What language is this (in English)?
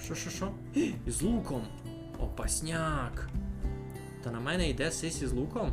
Rusyn